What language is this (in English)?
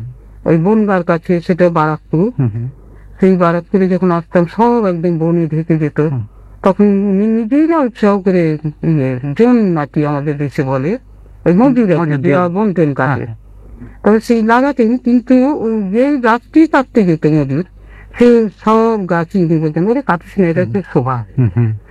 Bangla